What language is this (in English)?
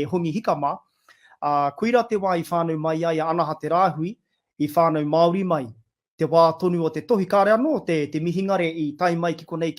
Māori